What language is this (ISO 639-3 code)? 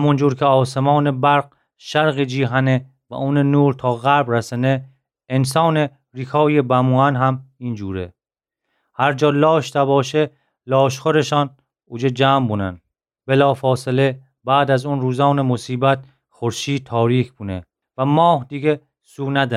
glk